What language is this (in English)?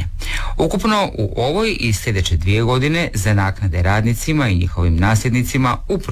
Croatian